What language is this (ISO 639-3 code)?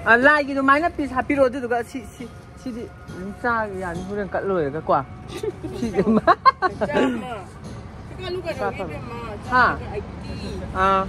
mni